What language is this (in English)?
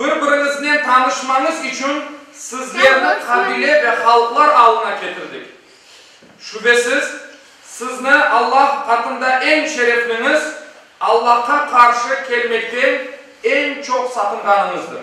Crimean Tatar